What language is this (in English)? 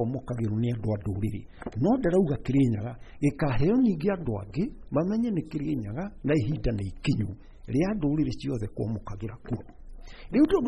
Kikuyu